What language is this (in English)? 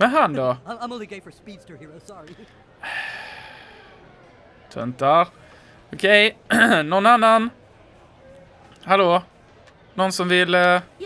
Swedish